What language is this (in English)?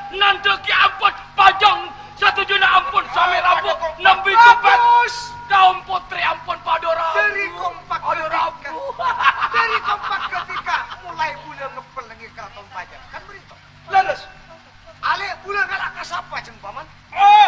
Madurese